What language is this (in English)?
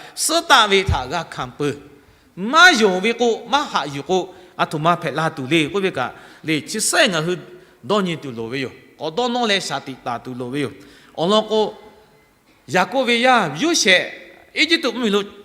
Lahu